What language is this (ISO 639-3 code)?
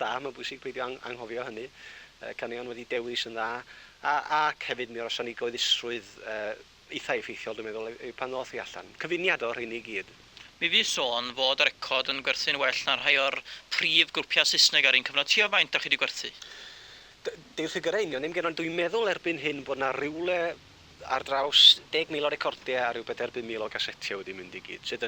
cym